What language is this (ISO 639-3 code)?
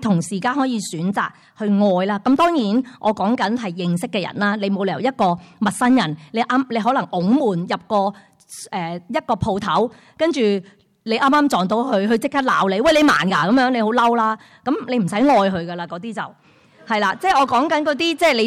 yue